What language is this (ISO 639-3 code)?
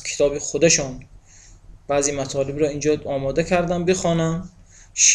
tgk